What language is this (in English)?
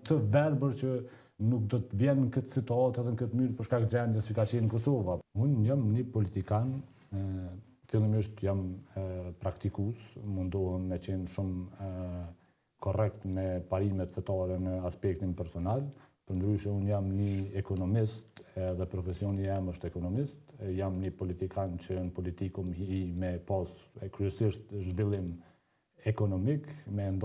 Albanian